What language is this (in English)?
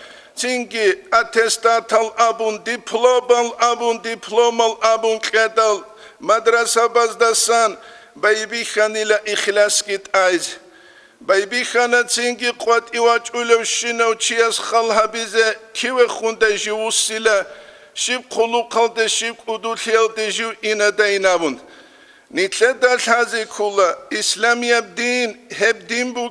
Avaric